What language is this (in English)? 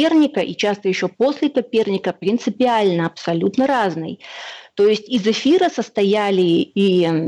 Russian